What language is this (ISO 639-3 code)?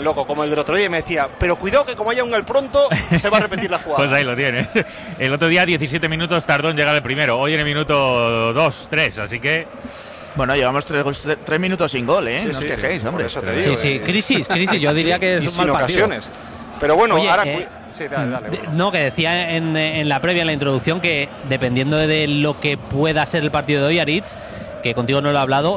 spa